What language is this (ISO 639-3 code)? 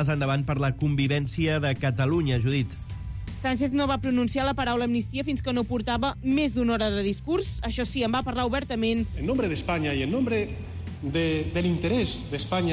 cat